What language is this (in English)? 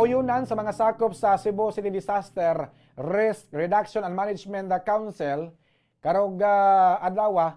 Cebuano